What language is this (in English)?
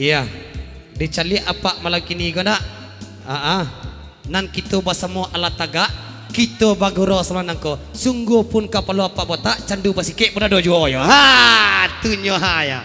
Minangkabau